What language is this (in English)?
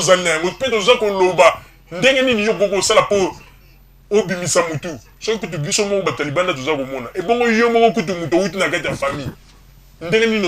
Lingala